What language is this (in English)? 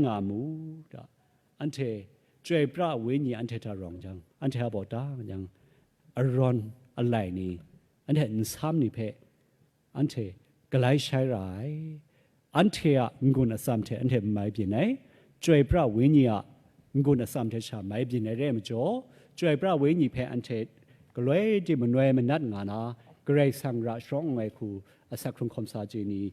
Kachin